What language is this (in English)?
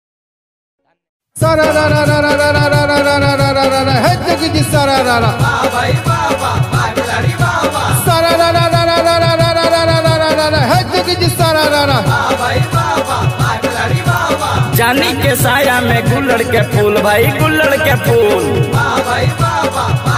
Bhojpuri